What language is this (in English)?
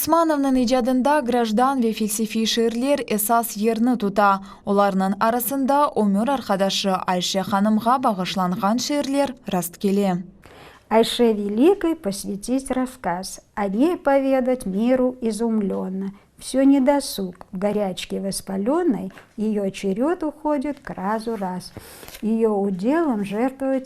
Crimean Tatar